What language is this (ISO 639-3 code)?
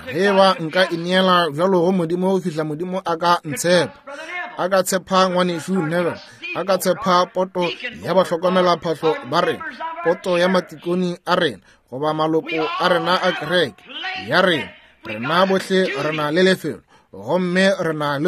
nso